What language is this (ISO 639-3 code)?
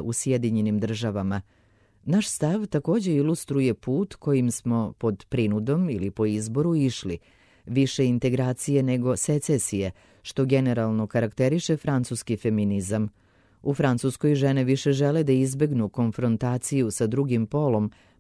srp